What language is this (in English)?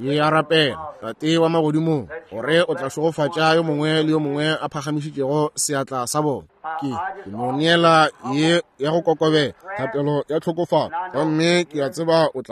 Northern Sotho